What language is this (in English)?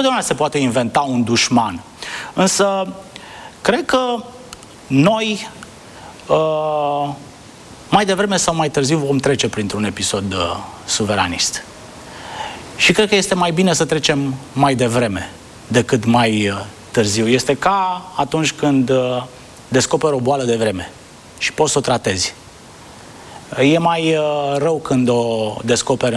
Romanian